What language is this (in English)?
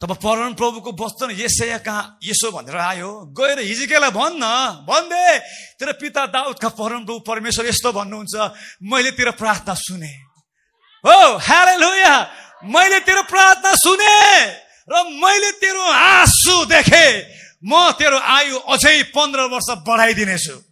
Nepali